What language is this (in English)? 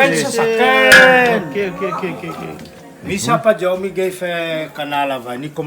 Réunion Creole French